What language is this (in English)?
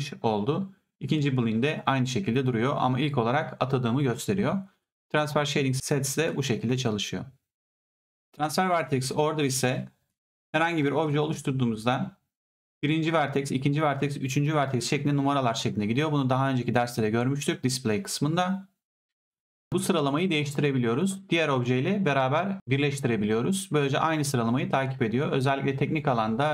Turkish